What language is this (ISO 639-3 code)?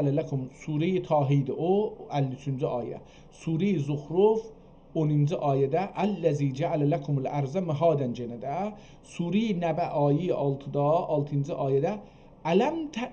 azb